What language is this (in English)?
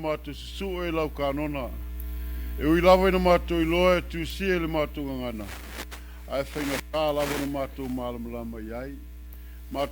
Samoan